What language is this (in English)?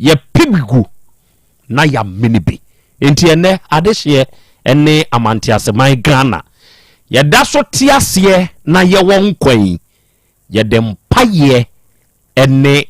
Akan